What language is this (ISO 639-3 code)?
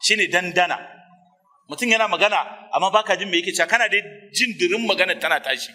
hau